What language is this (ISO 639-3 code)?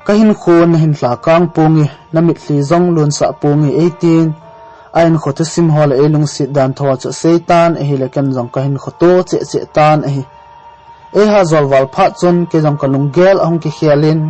tcz